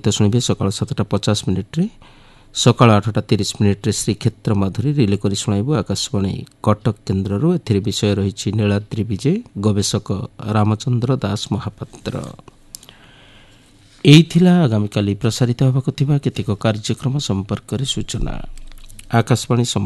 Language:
Odia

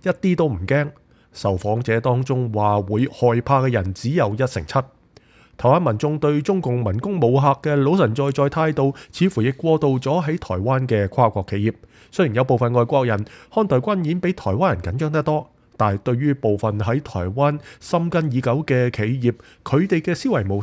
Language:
Cantonese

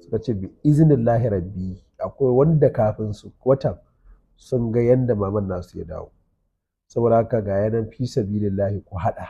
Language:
Hausa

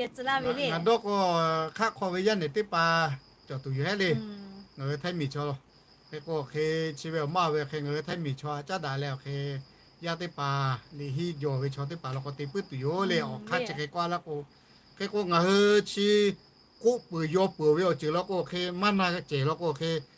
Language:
Lahu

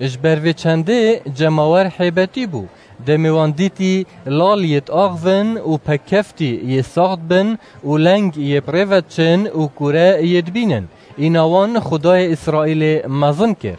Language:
Kurdish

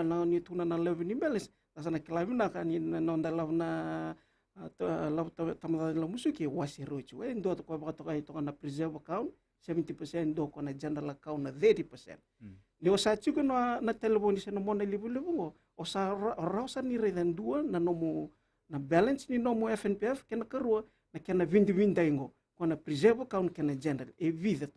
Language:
Fijian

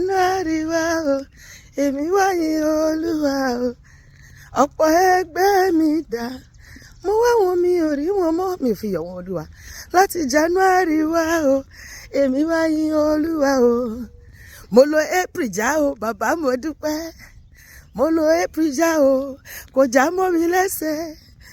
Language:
Yoruba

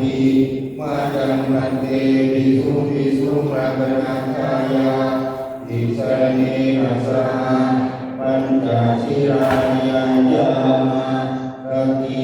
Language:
Pali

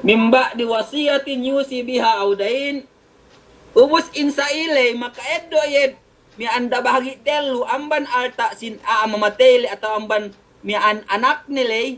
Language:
Yakan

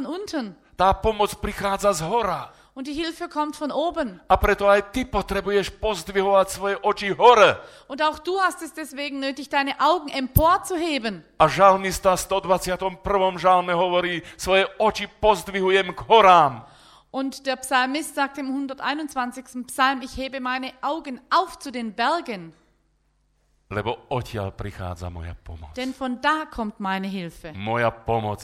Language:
Slovak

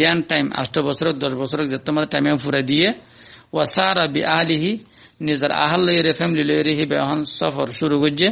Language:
Rohingya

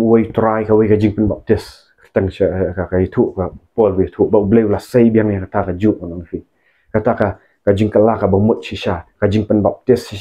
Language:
Khasi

